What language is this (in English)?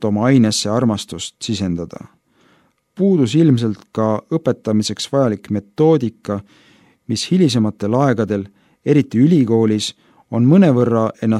Estonian